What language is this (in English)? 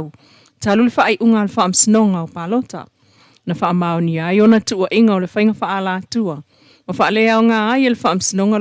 Samoan